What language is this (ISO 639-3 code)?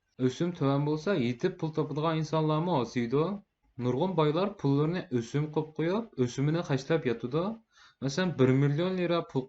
uig